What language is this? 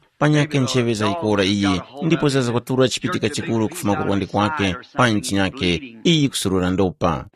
Tumbuka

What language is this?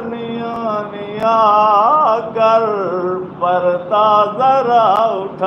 Saraiki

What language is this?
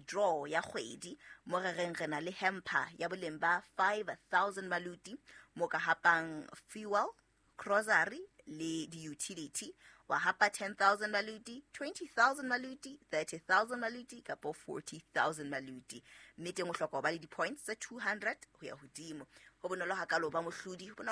Southern Sotho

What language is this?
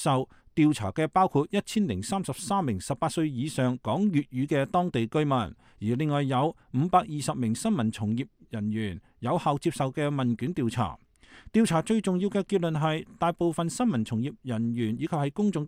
Cantonese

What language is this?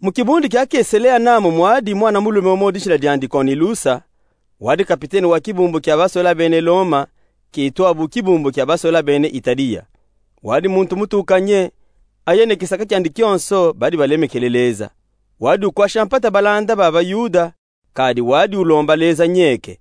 Luba-Katanga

